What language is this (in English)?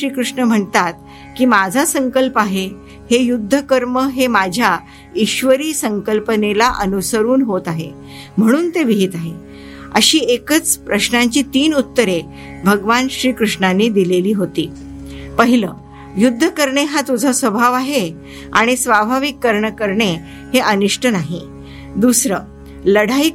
Marathi